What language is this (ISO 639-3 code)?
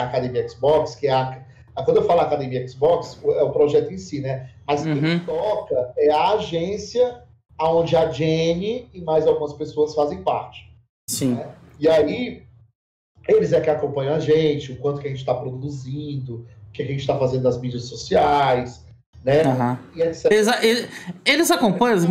por